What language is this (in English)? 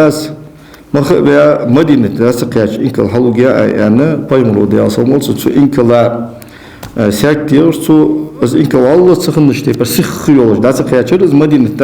Ingush